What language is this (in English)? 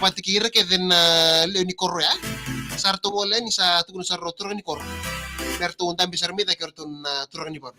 Fijian